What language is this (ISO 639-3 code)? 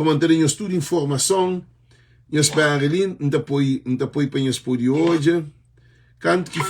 kea